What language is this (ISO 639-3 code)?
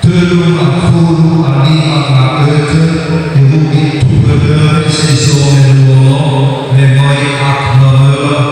nia